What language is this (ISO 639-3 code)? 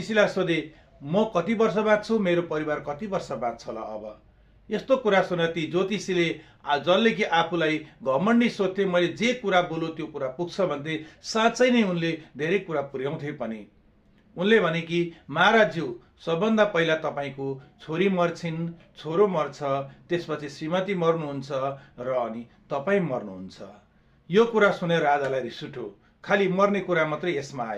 nep